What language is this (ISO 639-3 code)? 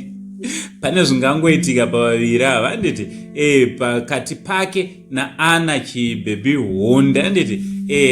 sna